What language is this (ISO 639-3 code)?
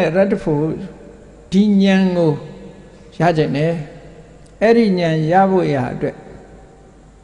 mya